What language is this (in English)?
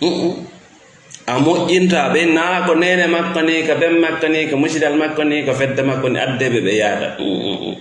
Fula